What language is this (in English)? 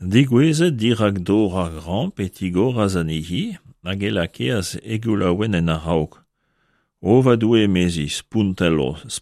Breton